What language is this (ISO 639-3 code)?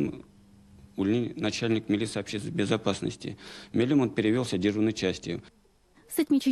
myv